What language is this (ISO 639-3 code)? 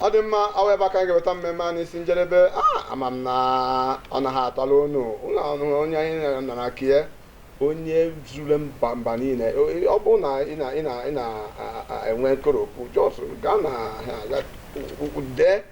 ibo